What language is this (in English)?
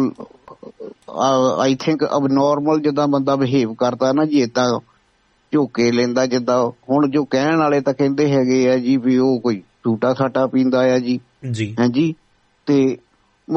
Punjabi